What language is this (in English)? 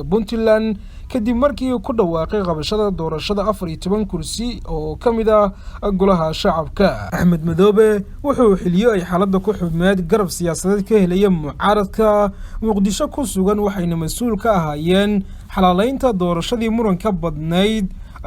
Somali